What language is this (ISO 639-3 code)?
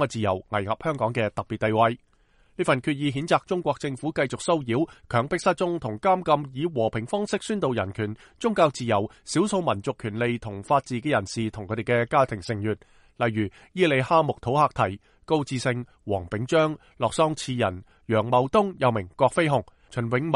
yue